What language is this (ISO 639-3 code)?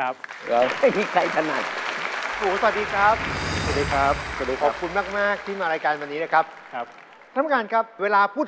tha